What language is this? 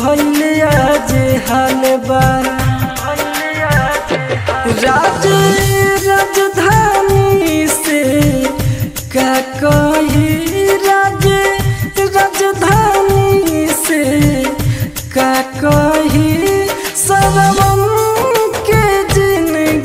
Bhojpuri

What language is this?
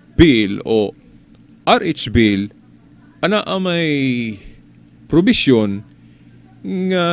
Cebuano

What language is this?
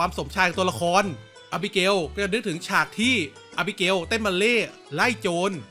Thai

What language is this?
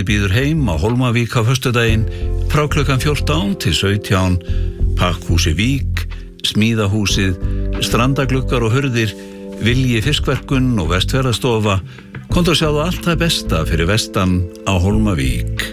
Icelandic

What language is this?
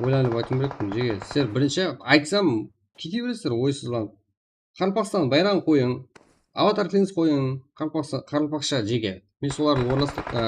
Kara-Kalpak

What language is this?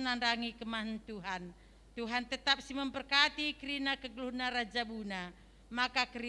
Batak Karo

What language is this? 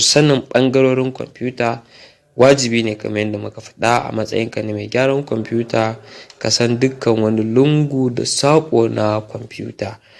Hausa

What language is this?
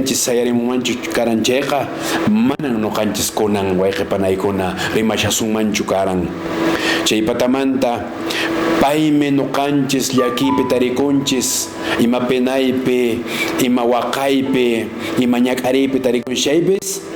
Quechua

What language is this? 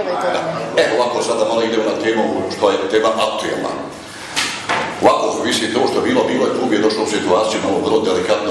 Bosnian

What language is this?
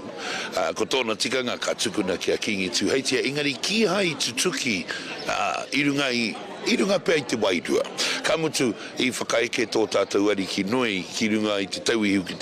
Māori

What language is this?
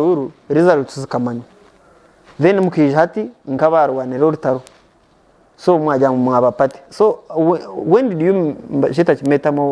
Nyankole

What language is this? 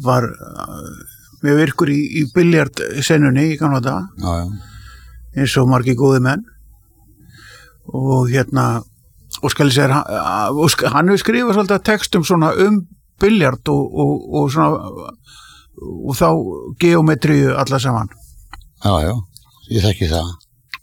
Icelandic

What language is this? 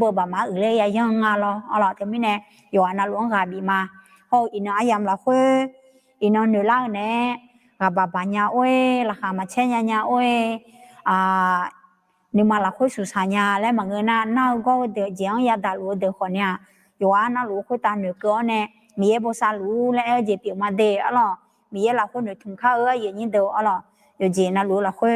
Akha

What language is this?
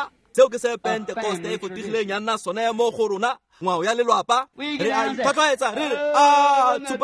Tswana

